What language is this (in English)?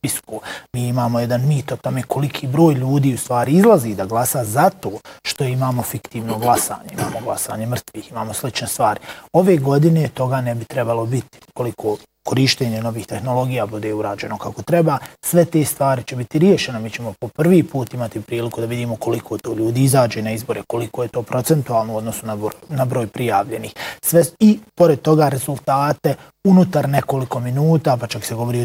Bosnian